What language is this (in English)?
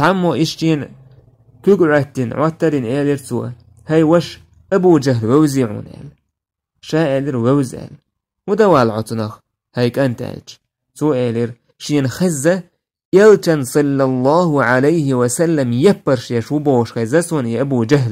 Chechen